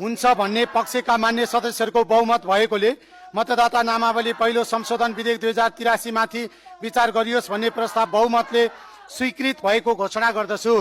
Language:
Nepali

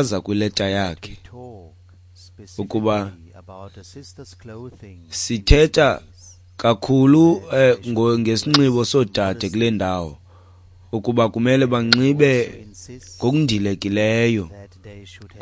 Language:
Xhosa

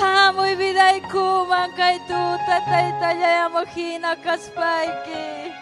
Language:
Ayacucho Quechua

